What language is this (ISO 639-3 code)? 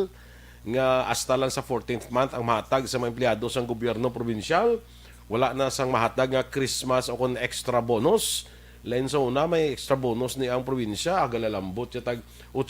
hil